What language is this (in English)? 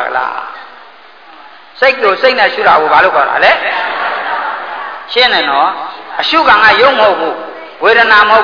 Burmese